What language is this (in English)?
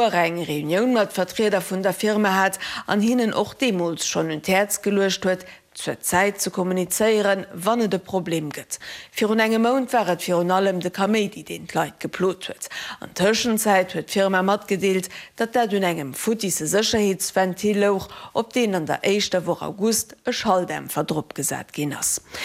Luxembourgish